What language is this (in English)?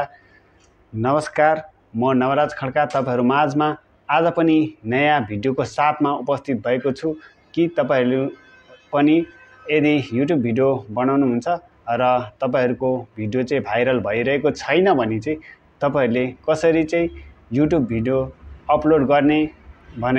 Nepali